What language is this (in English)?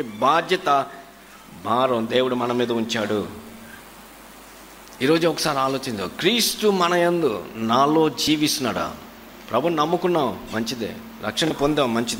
Telugu